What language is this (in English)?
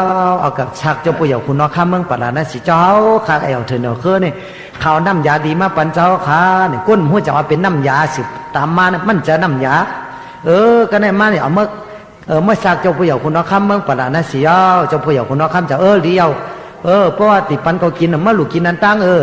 Shan